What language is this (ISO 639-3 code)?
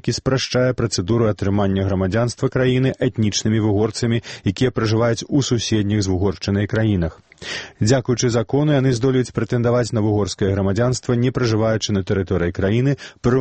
bel